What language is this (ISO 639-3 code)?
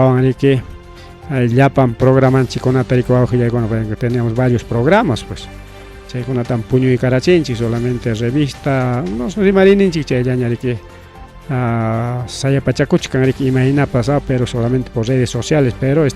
quy